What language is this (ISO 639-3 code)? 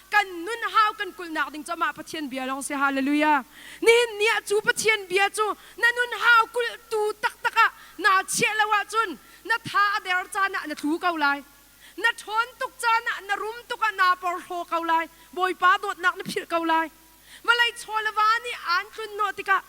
cnh